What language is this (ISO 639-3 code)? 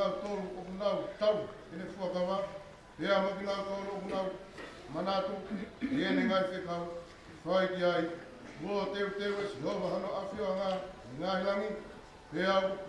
ton